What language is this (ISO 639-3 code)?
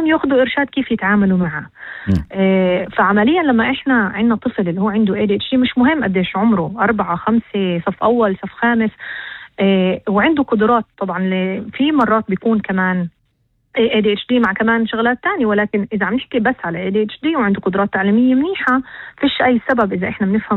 apc